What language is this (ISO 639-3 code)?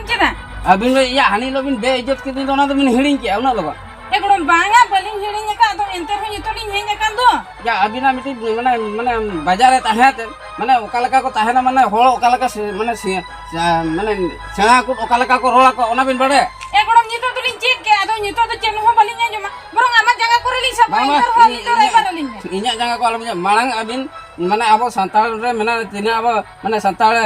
sat